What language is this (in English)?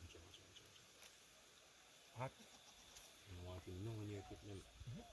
Jamaican Creole English